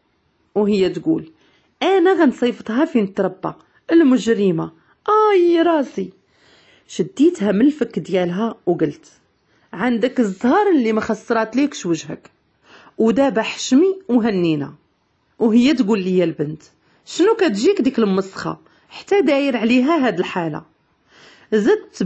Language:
Moroccan Arabic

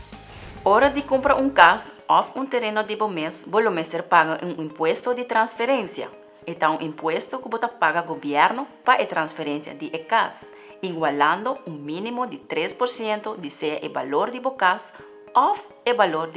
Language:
Papiamento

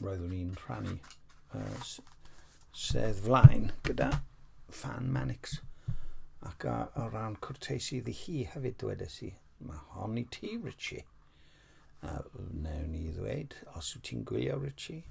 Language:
Welsh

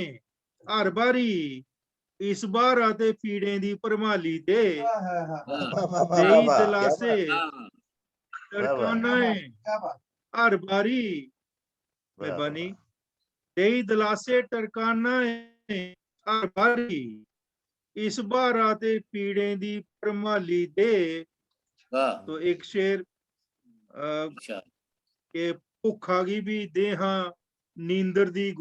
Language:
Dogri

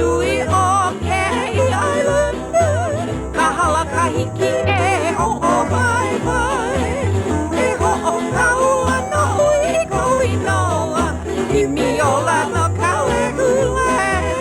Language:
Hawaiian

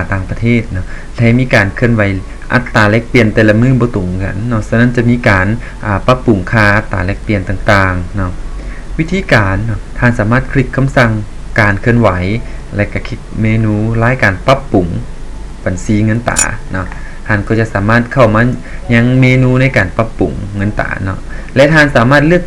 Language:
Lao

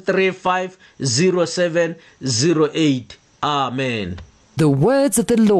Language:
Tswana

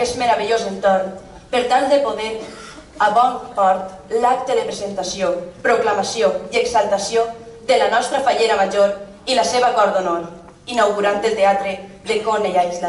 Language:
Catalan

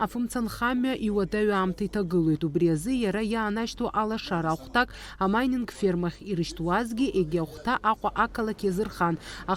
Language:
Abkhazian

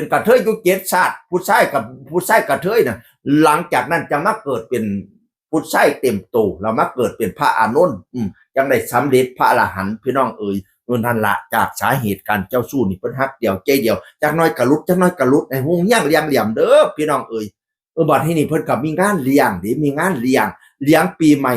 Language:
Northeastern Thai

